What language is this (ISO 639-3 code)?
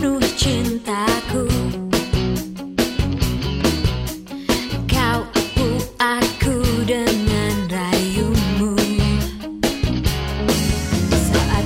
ind